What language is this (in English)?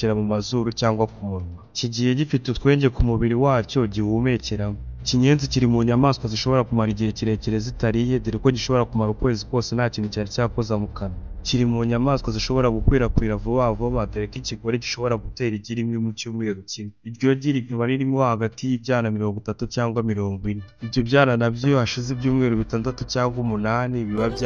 Kinyarwanda